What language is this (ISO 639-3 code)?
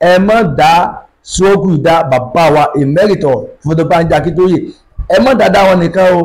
yor